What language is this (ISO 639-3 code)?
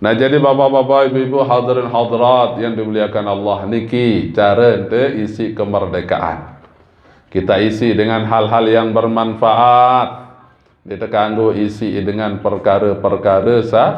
sas